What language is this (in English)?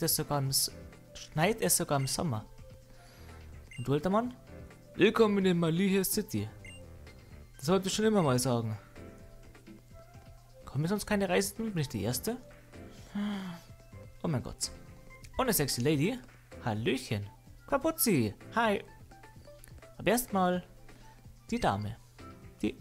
German